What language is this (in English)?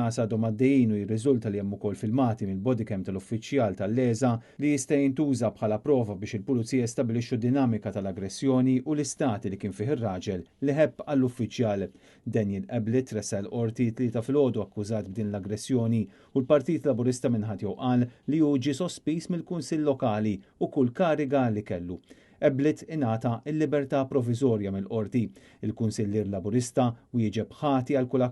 Maltese